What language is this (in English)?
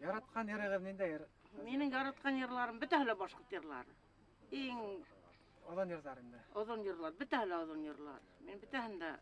Bashkir